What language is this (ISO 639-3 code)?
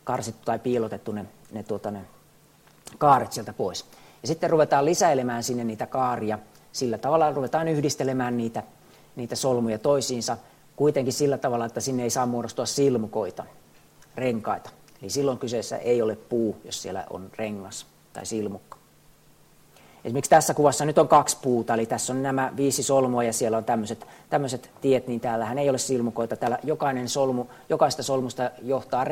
fin